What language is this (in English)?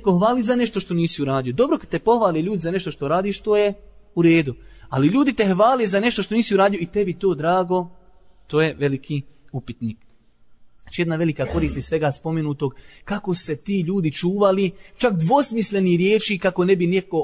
Bosnian